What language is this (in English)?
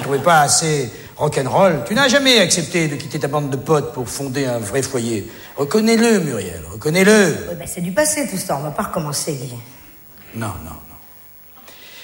French